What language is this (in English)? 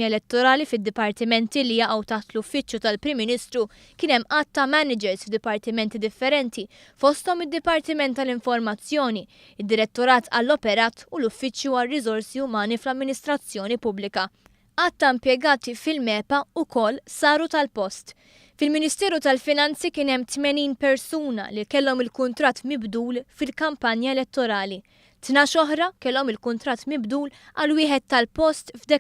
Maltese